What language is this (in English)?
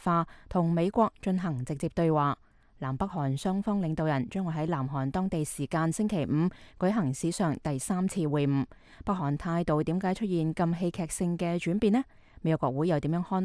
Cantonese